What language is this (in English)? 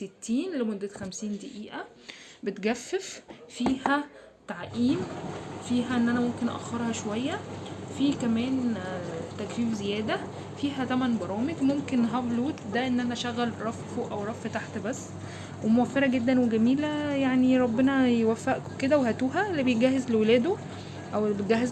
Egyptian Arabic